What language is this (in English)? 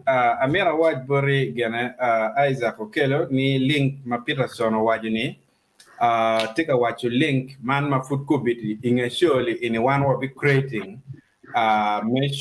Acoli